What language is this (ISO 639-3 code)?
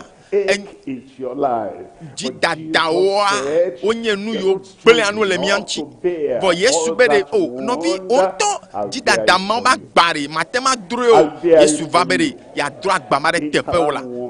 ewe